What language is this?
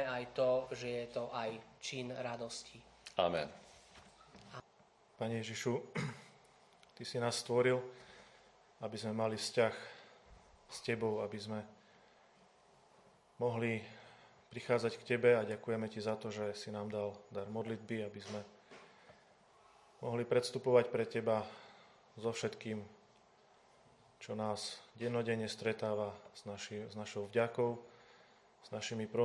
Slovak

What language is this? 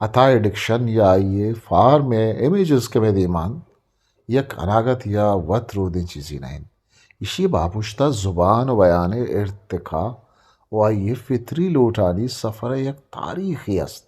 Eastern Balochi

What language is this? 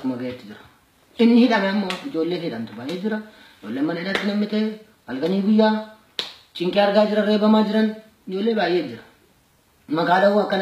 Oromo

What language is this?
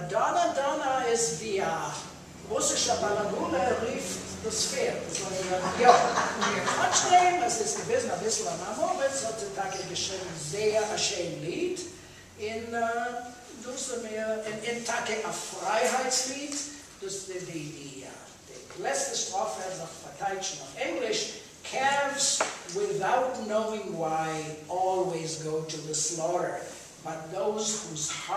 Yiddish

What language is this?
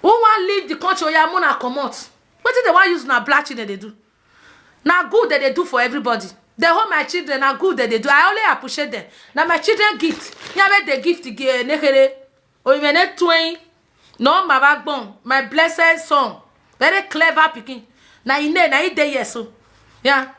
Nigerian Pidgin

